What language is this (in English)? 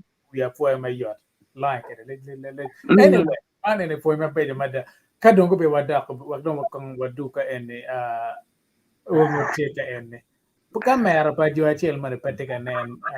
Acoli